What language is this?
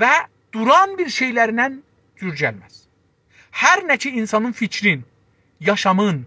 South Azerbaijani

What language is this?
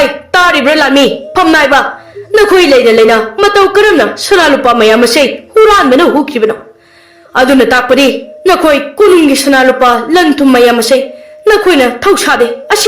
Manipuri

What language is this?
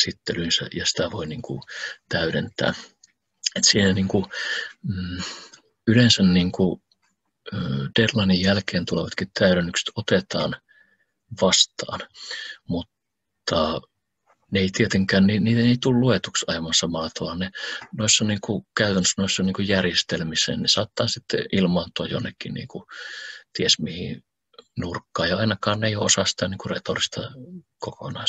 Finnish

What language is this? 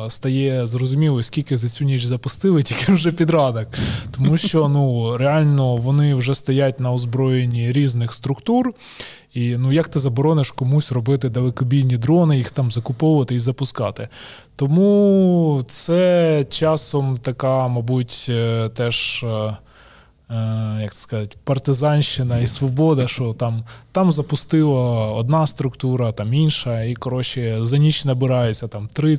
Ukrainian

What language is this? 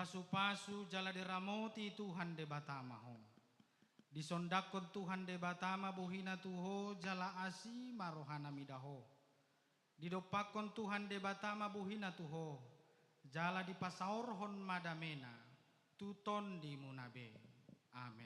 Batak Toba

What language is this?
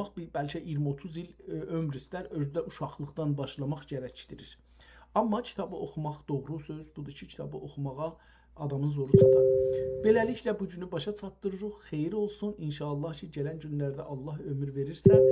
South Azerbaijani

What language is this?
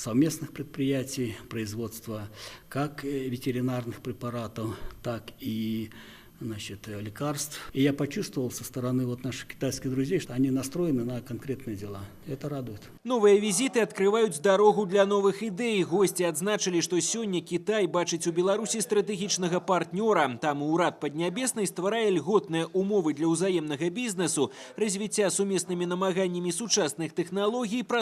Belarusian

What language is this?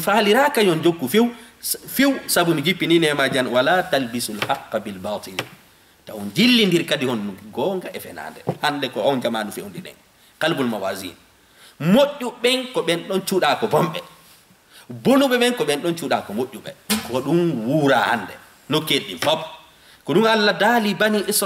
Fula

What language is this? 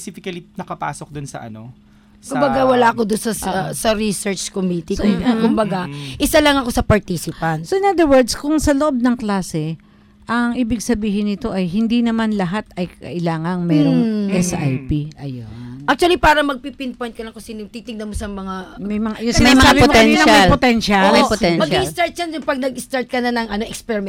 Filipino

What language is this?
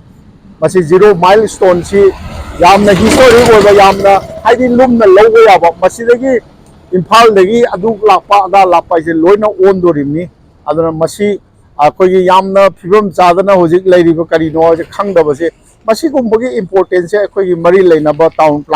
Manipuri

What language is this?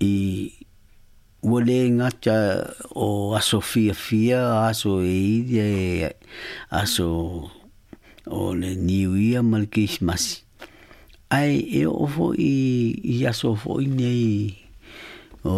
Samoan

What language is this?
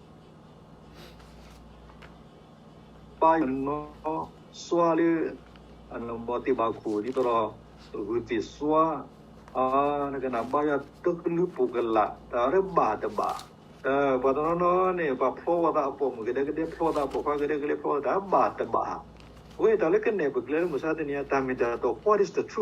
S'gaw Karen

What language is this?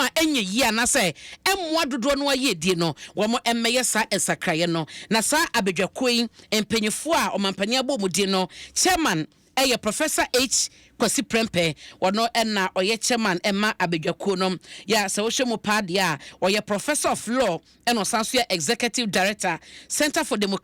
Akan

